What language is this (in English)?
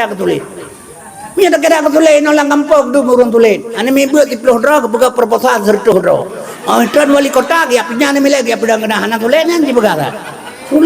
Achinese